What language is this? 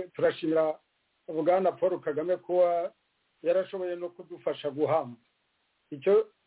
Kinyarwanda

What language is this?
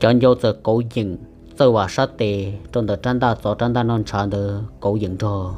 Hmong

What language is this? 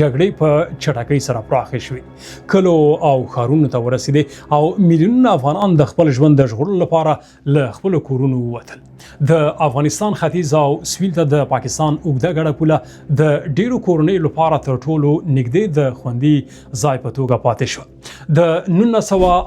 Pashto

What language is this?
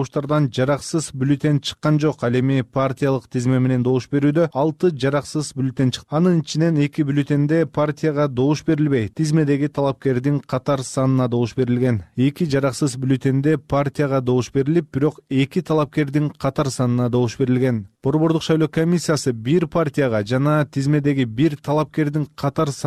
Kyrgyz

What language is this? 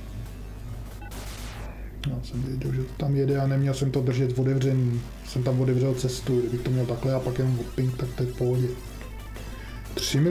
Czech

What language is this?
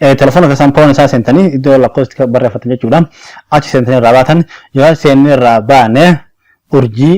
Oromo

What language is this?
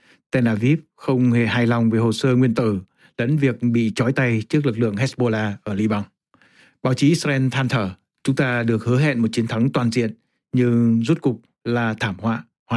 Vietnamese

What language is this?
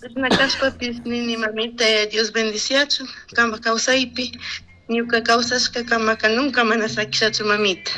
Chimborazo Highland Quichua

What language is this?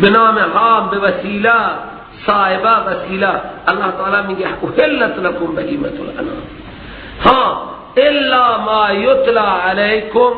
Persian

